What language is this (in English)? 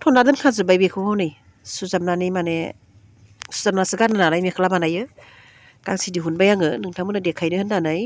Bodo